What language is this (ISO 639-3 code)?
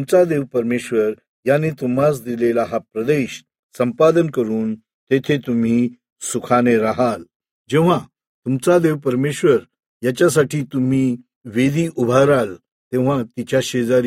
mar